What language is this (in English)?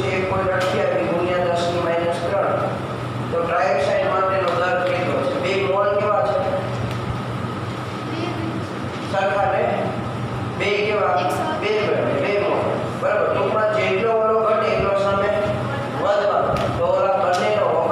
Gujarati